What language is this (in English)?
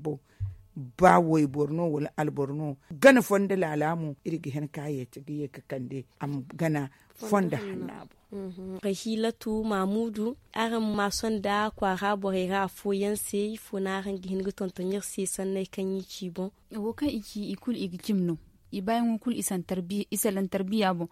Zarma